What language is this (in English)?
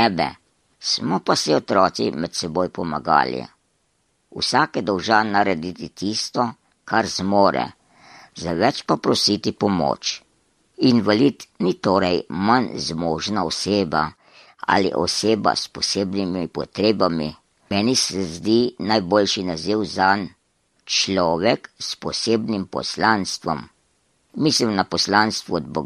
Slovenian